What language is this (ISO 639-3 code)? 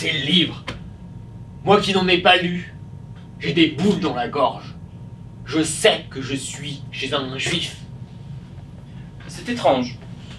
fra